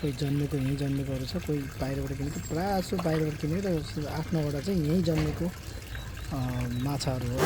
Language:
Nepali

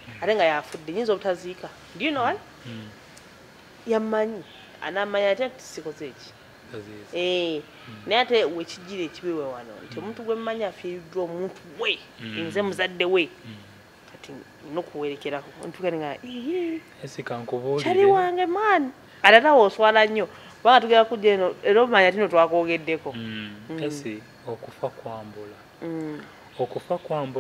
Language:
Ganda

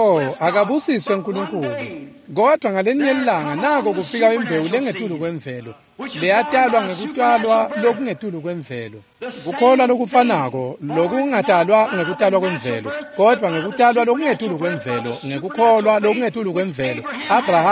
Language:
Swati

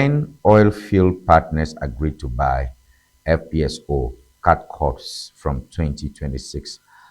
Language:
Ewe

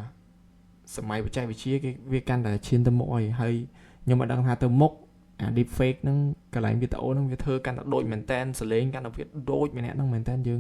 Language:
Khmer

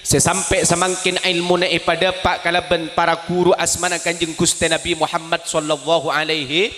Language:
Madurese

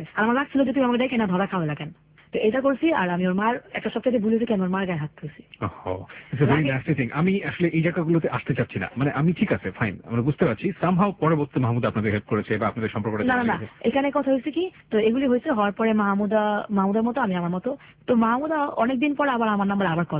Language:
Bangla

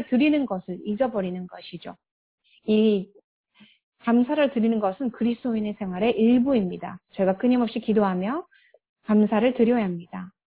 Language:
Korean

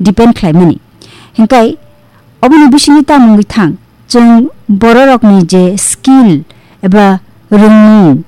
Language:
Kok Borok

